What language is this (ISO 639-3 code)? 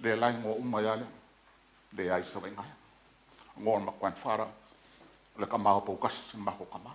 smo